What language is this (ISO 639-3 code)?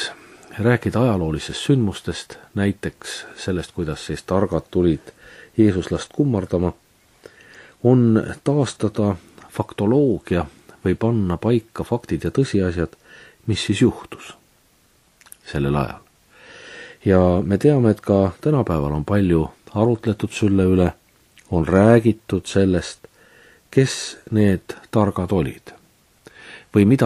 est